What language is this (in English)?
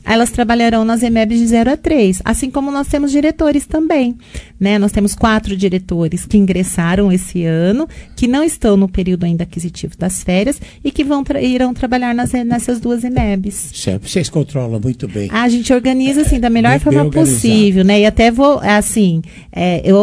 Portuguese